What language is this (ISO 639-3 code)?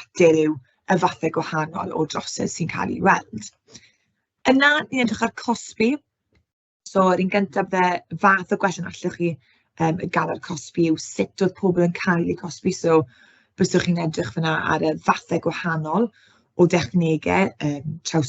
cym